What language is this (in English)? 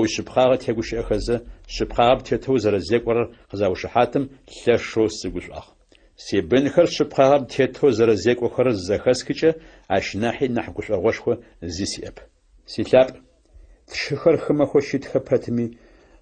Adyghe